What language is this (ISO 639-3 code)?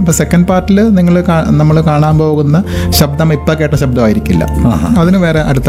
mal